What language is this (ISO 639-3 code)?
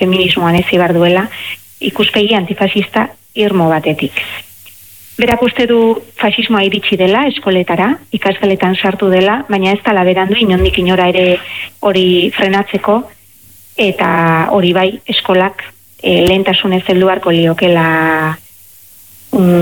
eus